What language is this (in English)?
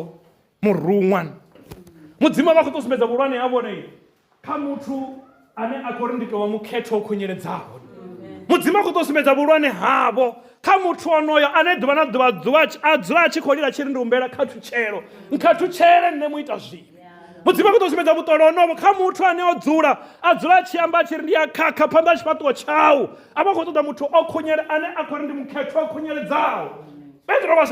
Venda